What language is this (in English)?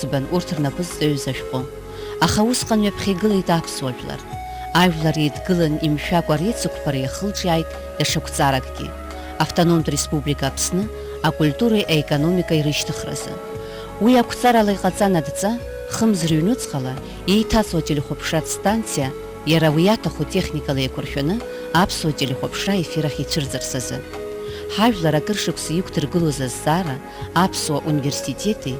Abkhazian